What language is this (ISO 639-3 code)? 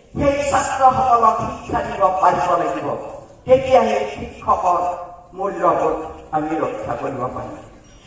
asm